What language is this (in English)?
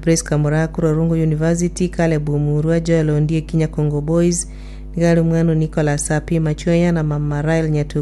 Gusii